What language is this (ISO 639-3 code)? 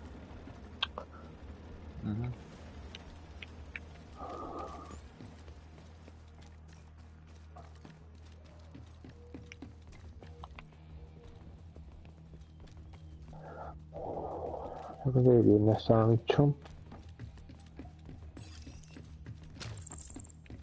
hun